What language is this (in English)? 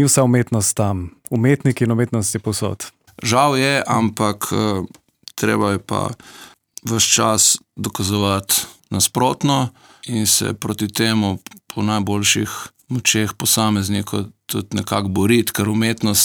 Slovenian